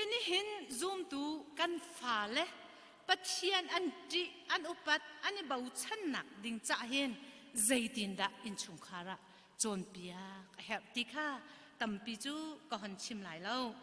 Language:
Hakha Chin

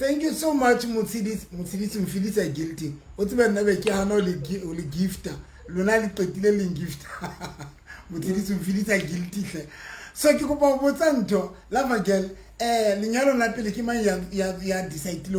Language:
Southern Sotho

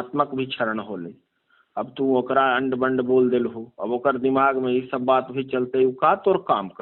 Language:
Magahi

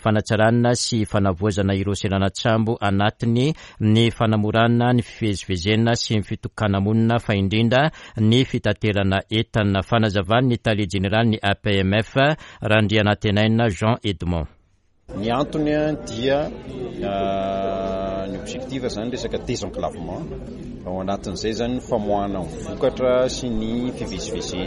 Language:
Malagasy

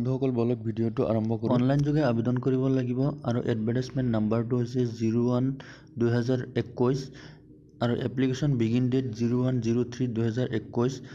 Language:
Assamese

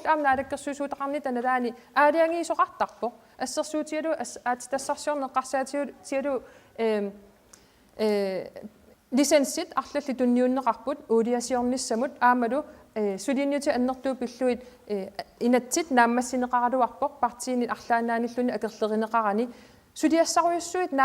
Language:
Kalaallisut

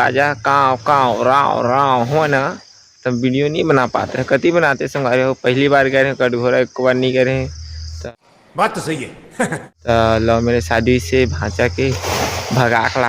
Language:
Chhattisgarhi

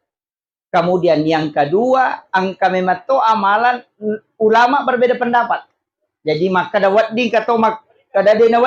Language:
Buginese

